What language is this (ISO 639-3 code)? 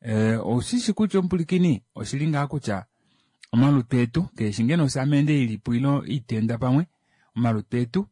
kua